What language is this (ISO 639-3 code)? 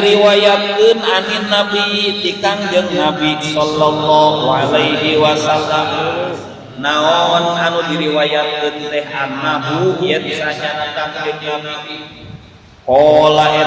sun